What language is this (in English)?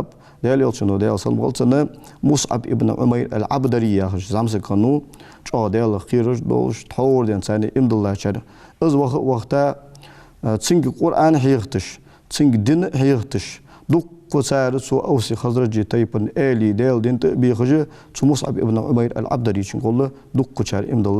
Ingush